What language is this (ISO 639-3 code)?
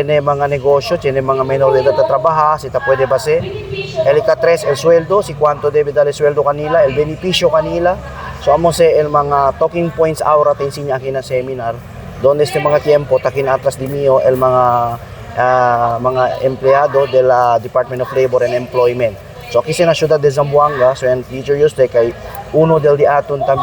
cbk